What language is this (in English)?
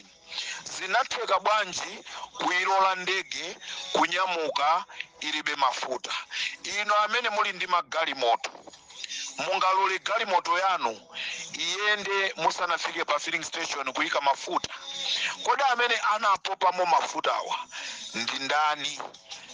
Nyanja